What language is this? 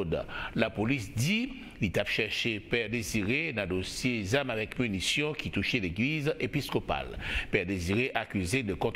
Haitian Creole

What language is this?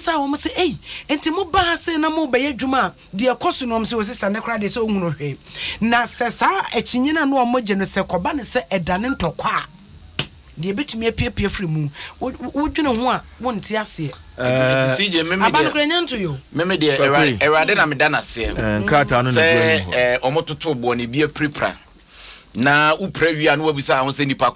Akan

